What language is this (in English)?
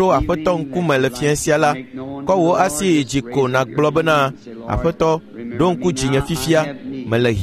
Ewe